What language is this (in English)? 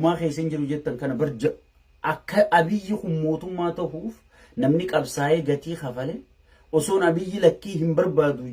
Oromo